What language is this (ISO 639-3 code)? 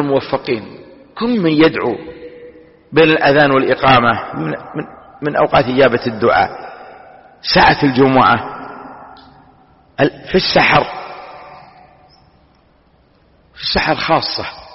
ara